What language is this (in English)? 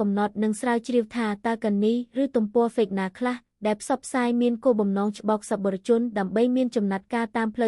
Khmer